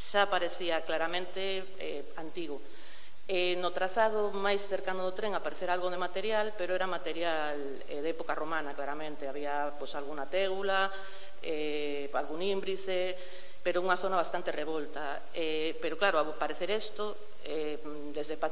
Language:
Galician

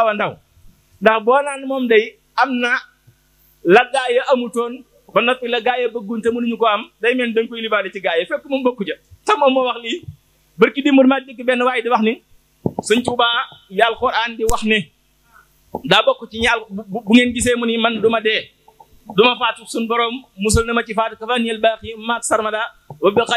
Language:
Wolof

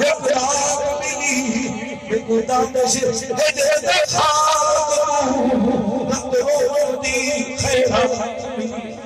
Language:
Saraiki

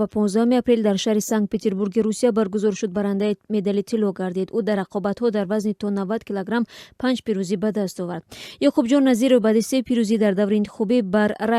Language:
Tajik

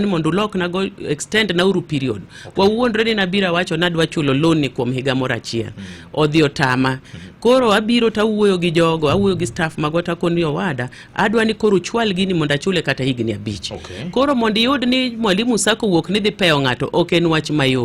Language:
Luo (Kenya and Tanzania)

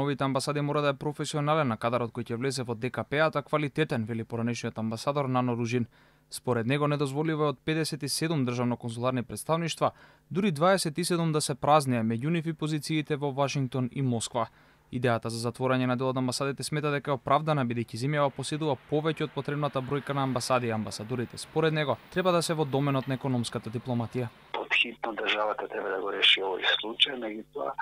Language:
Macedonian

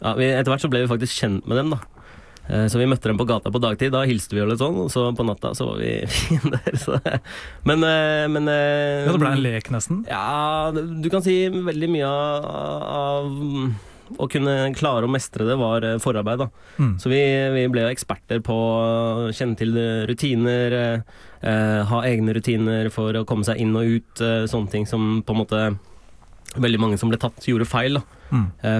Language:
Norwegian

